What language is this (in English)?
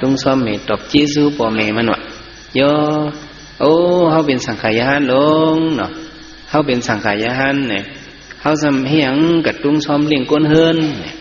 Shan